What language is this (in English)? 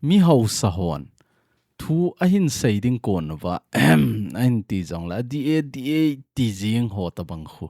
Thado Chin